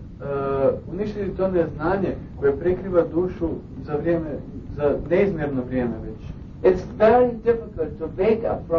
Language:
Croatian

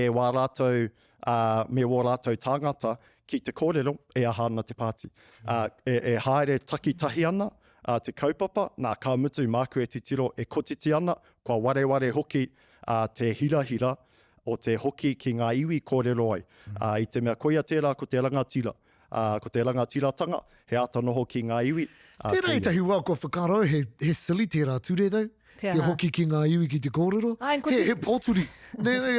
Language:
Māori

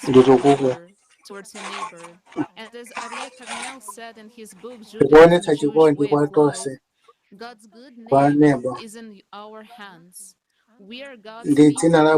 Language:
Nyanja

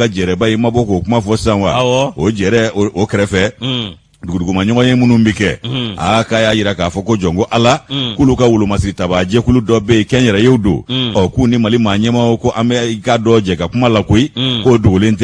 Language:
Bambara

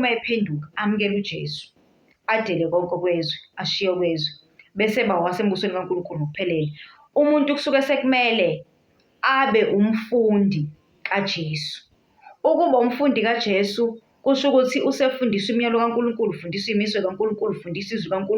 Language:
Zulu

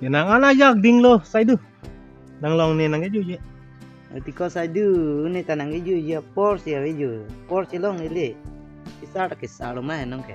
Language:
Karbi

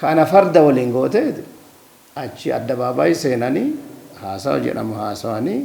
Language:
Oromo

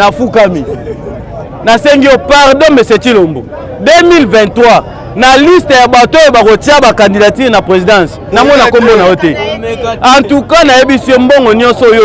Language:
Lingala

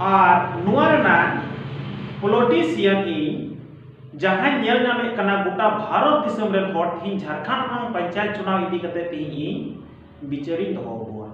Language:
Santali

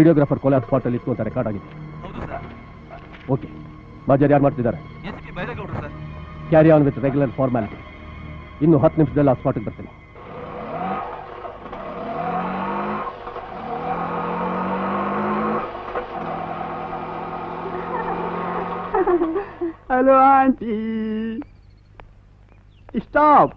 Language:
Kannada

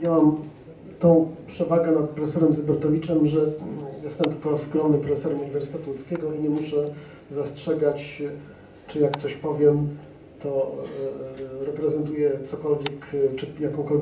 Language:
Polish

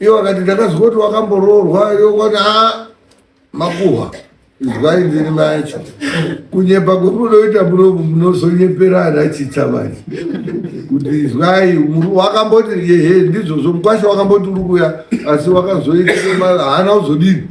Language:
Shona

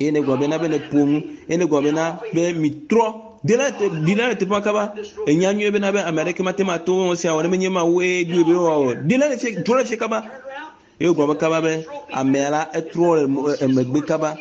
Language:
Ewe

